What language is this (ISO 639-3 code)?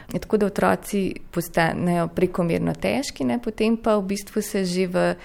slv